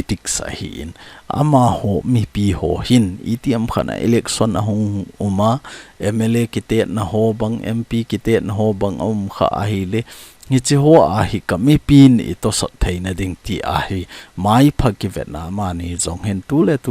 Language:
Thado Chin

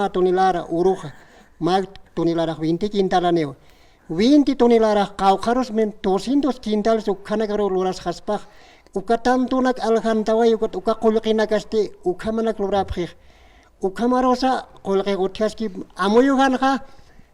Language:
Aymara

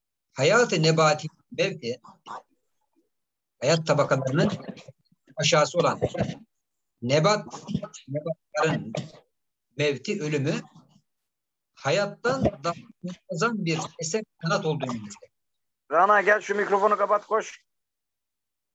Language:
Turkish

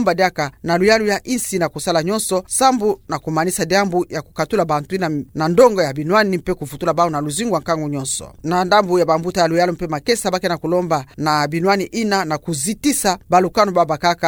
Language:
Kituba (Democratic Republic of Congo)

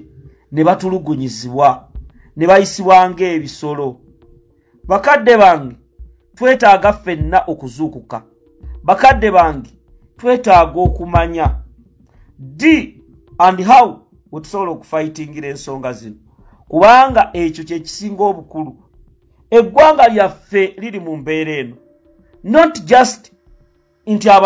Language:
Ganda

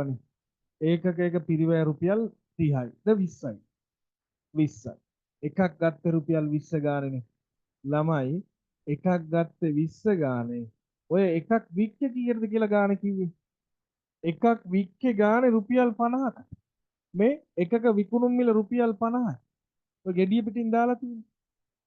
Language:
Sinhala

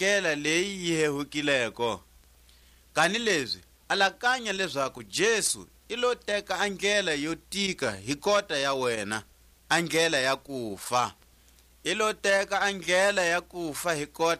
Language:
Tswa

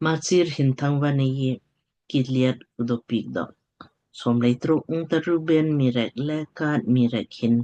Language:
Lamkang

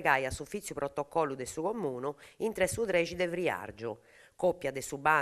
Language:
Sardinian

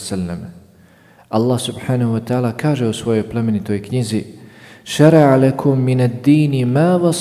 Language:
Croatian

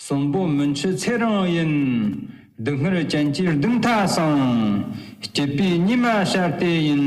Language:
Tibetan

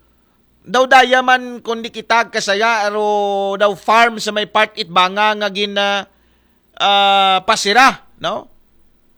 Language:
Aklanon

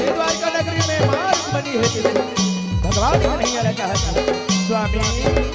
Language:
Chhattisgarhi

